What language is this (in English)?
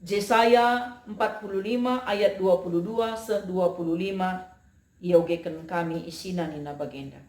Batak Karo